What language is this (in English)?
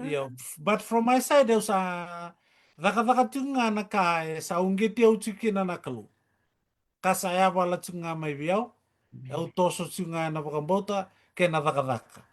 Fijian